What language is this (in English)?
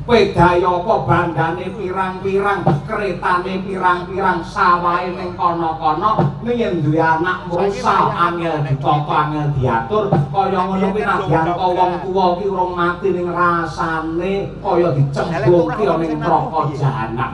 Javanese